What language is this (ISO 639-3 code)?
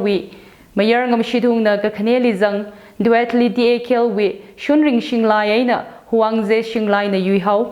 nmf